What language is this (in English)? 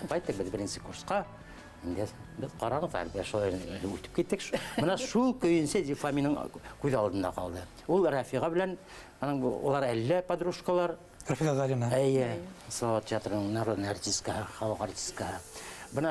Bashkir